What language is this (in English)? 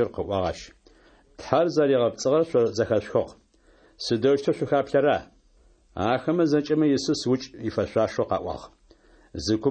Adyghe